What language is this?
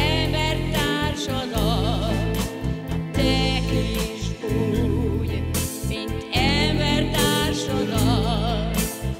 Hungarian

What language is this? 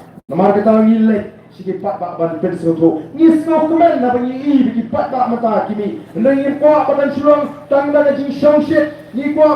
Khasi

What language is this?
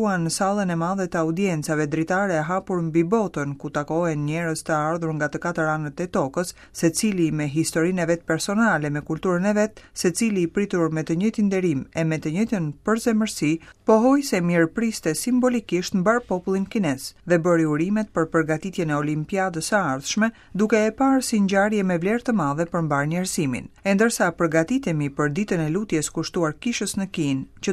Albanian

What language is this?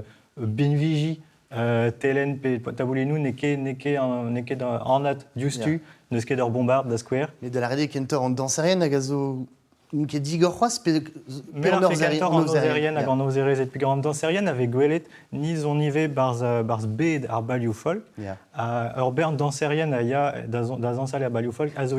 Breton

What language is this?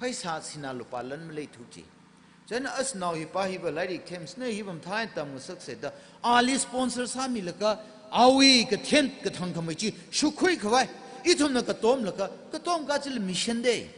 Tangkhul Naga (India)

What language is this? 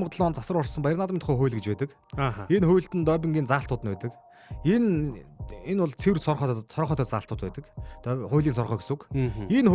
Mongolian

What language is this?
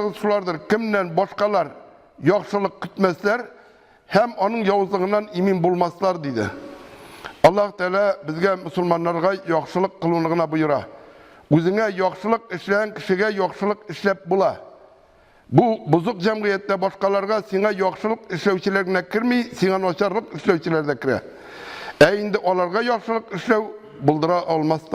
Tatar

